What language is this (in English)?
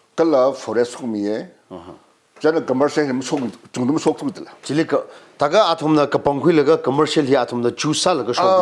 Tangkhul Naga (India)